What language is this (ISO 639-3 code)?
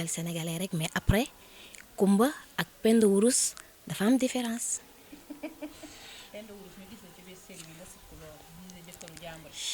wol